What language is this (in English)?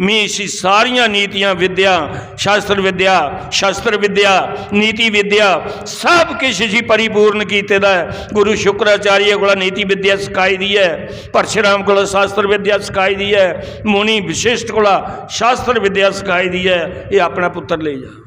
Dogri